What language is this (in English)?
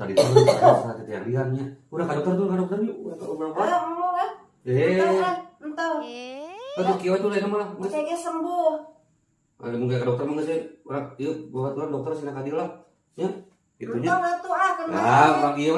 Sundanese